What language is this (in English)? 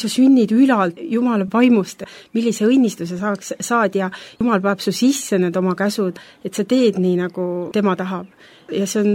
Estonian